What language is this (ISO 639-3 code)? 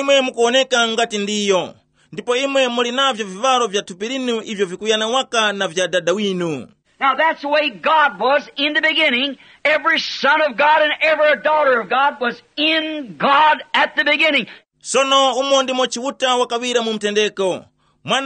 tum